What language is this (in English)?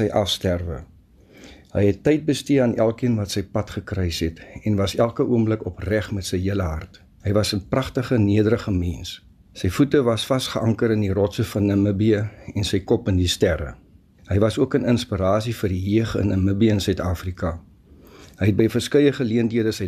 Afrikaans